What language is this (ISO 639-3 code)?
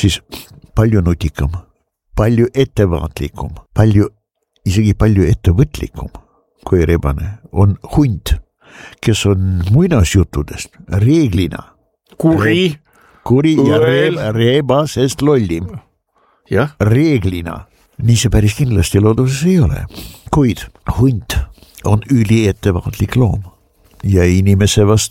est